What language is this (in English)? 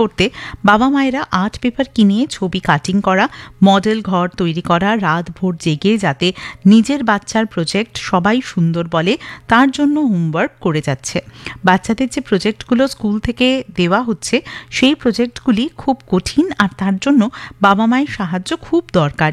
Bangla